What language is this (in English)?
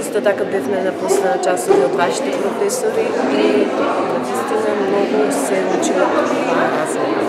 Macedonian